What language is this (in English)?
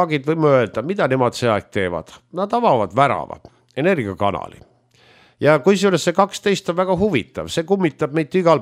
Estonian